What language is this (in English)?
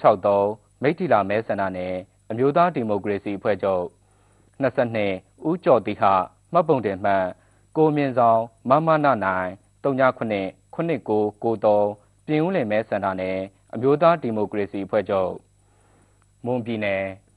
Burmese